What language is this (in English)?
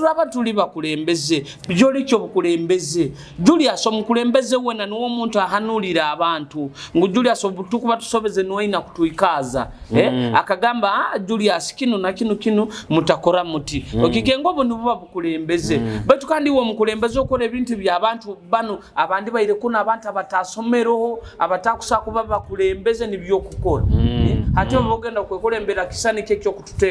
Nyoro